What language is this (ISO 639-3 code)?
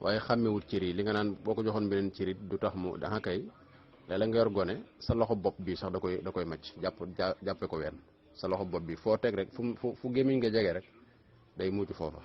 wol